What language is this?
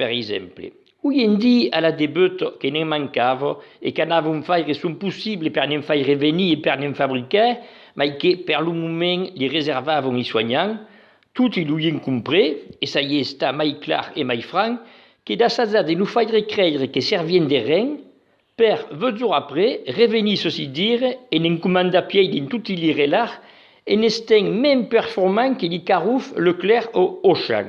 Occitan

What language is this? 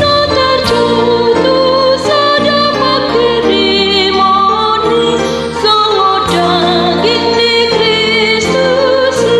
Batak Toba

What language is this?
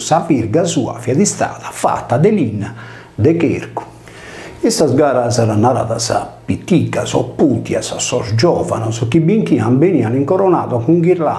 Sardinian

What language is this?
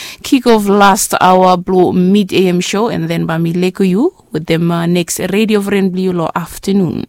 Bislama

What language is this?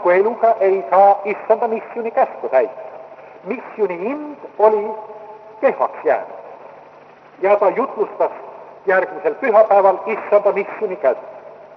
Estonian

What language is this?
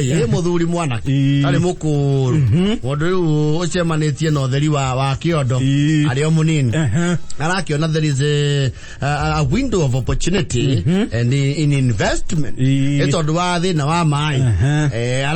Kikuyu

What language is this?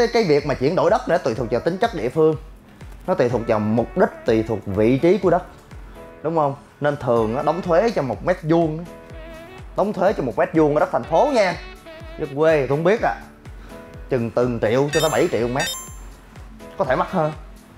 Vietnamese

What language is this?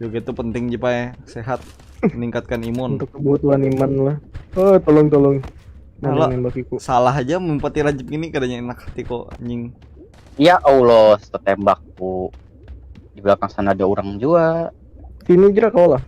Banjar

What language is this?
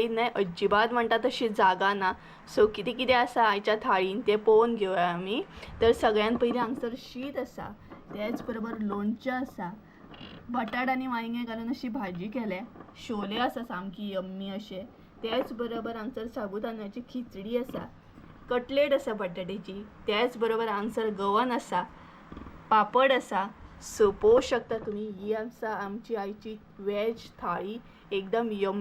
Konkani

